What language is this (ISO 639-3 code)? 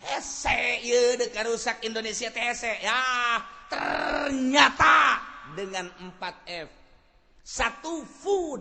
sun